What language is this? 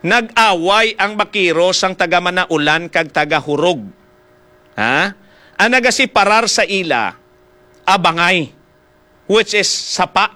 Hiligaynon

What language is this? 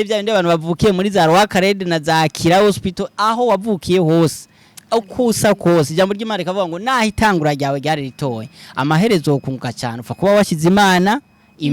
Rundi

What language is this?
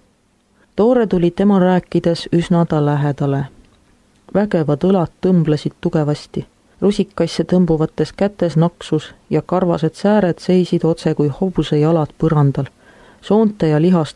Estonian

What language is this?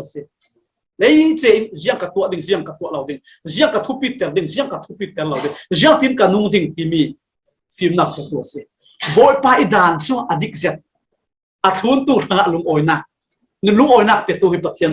Falam Chin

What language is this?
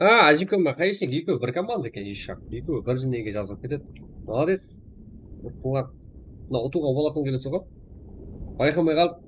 Kara-Kalpak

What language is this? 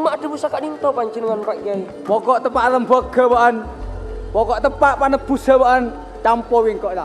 Madurese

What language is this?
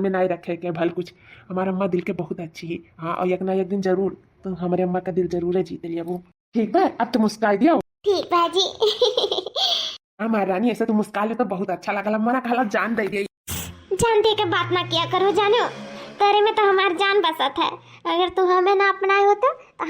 Awadhi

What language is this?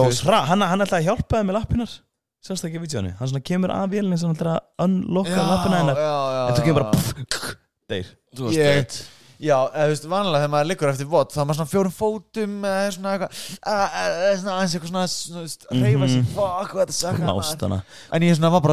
Icelandic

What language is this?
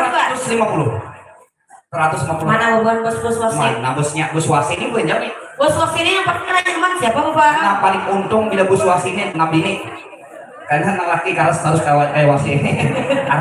Banjar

